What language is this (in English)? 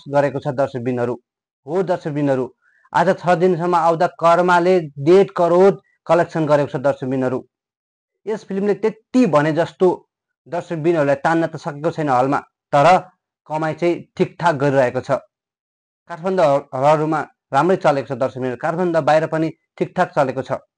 Nepali